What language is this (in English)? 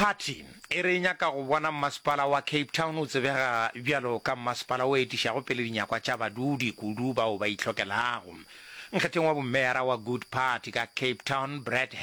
Northern Sotho